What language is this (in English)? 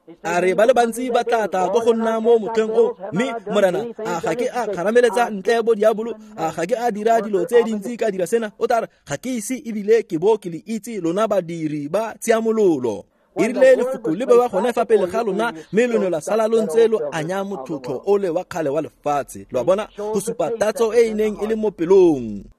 Tswana